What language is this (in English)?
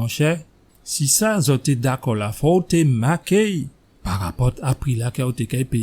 Guadeloupean Creole French